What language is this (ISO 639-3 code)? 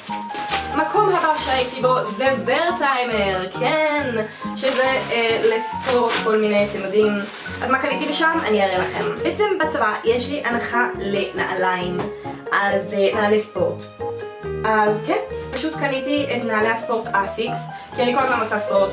heb